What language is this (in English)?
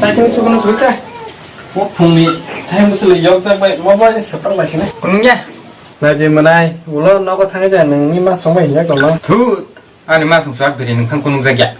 Kok Borok